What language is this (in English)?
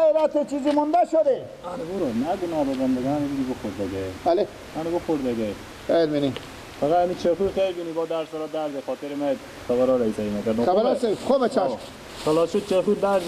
Persian